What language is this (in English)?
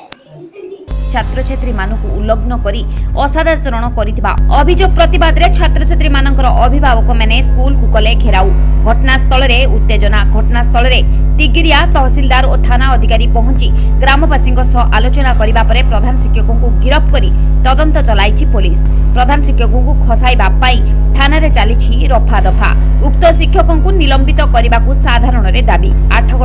Odia